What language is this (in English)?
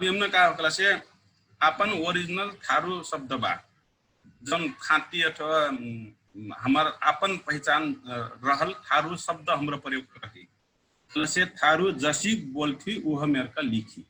Dangaura Tharu